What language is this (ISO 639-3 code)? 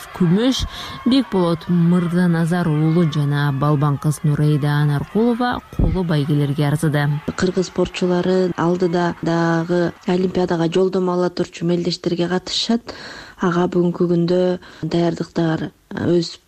kir